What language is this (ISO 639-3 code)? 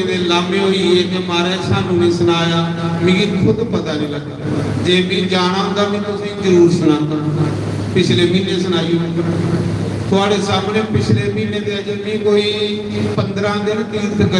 doi